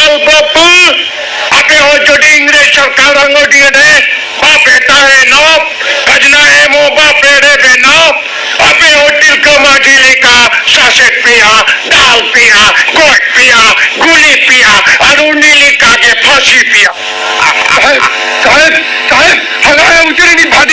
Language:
Santali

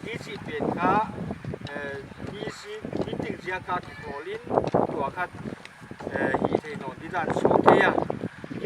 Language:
Paite Chin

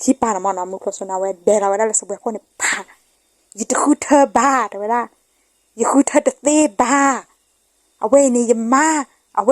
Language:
S'gaw Karen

